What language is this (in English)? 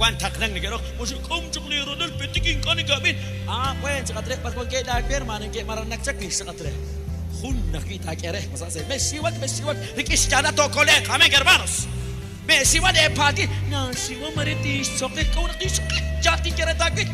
Kekchí